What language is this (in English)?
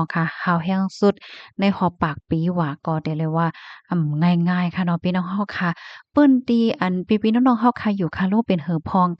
Shan